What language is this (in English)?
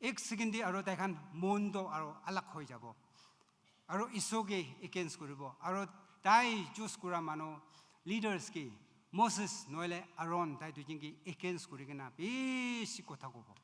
Naga Pidgin